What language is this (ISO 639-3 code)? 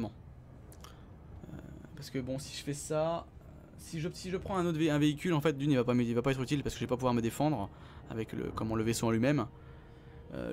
fra